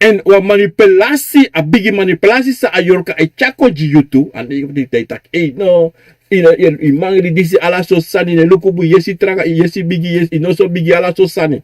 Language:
Sranan Tongo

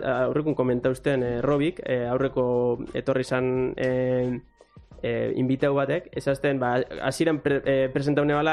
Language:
Basque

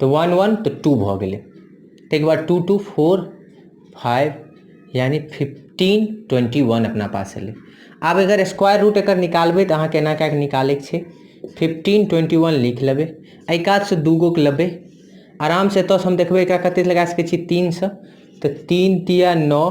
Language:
Maithili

